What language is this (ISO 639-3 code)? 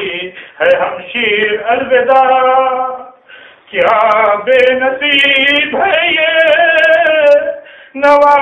urd